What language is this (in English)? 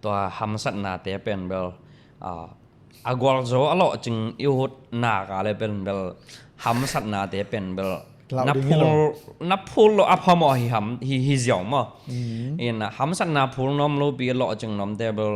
Tedim Chin